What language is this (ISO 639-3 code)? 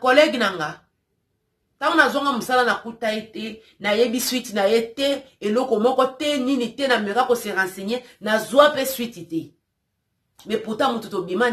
lin